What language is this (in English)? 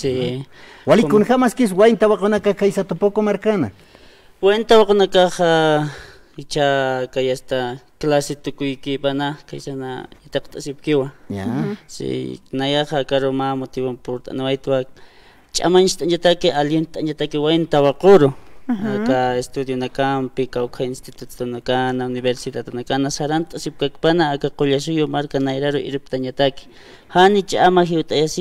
Aymara